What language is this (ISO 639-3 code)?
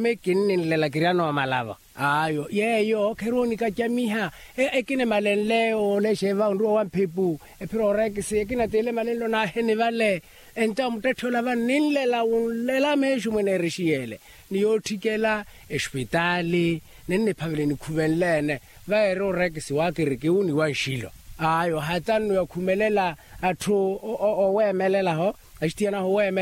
vmw